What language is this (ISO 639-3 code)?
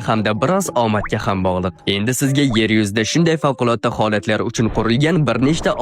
uzb